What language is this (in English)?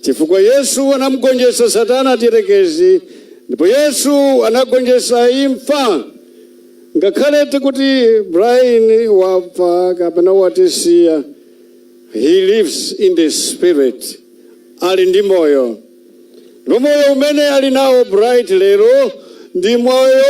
Nyanja